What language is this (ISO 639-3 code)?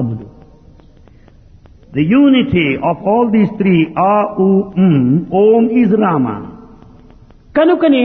tel